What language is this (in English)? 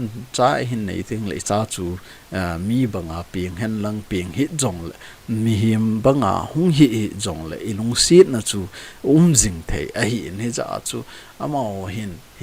Thado Chin